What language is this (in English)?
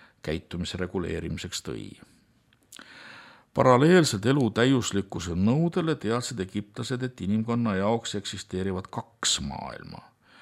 Estonian